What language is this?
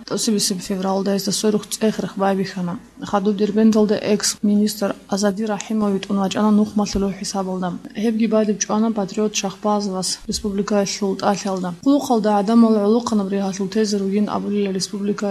Avaric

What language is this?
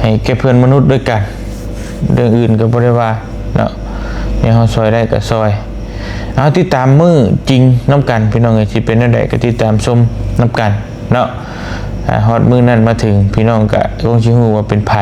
Lao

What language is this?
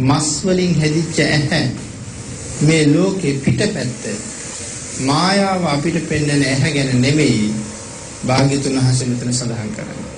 Sinhala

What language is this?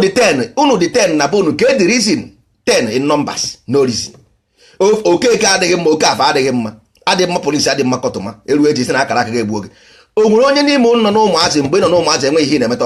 Igbo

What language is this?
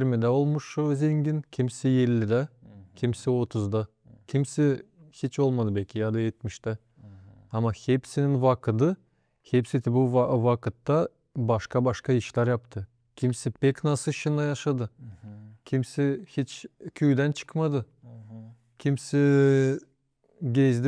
Gagauz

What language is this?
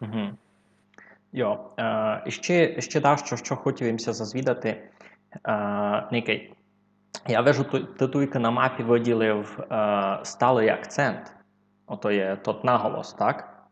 Rusyn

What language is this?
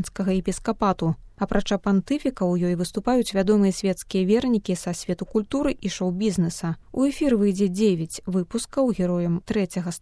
Belarusian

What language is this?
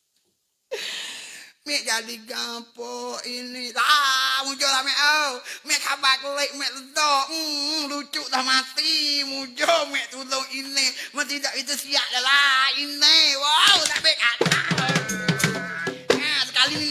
Pattani Malay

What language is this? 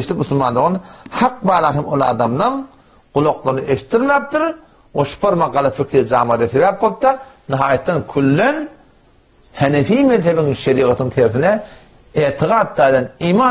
Turkmen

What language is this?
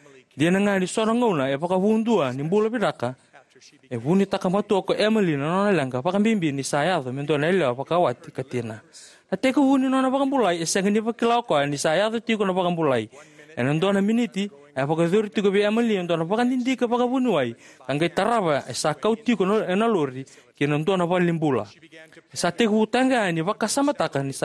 Fijian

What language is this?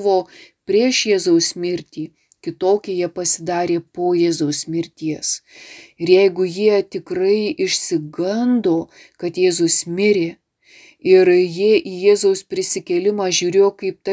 Lithuanian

